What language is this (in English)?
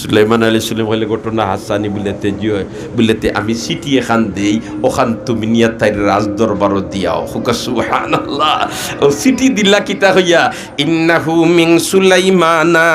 Sylheti